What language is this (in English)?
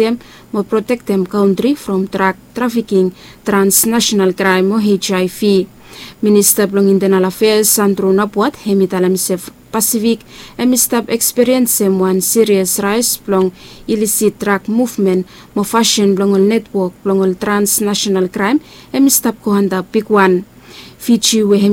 Bislama